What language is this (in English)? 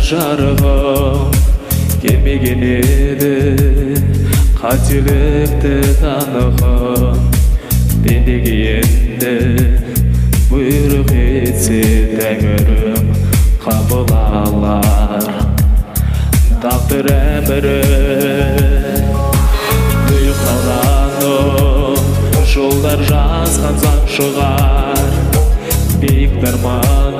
Kazakh